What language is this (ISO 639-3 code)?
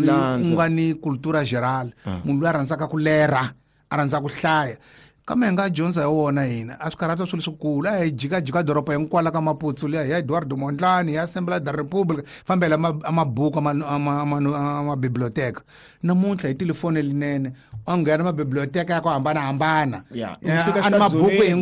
tso